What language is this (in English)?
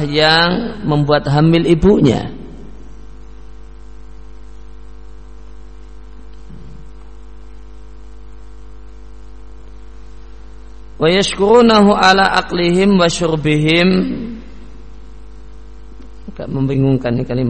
Indonesian